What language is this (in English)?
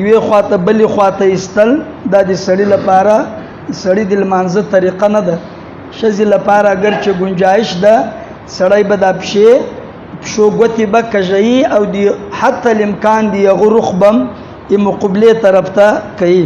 Pashto